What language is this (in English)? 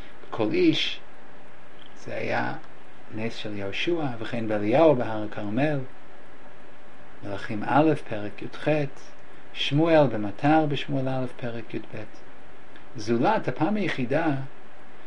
Hebrew